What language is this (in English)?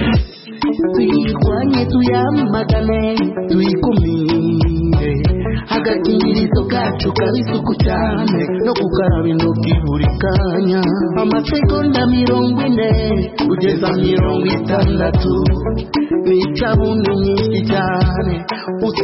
Kinyarwanda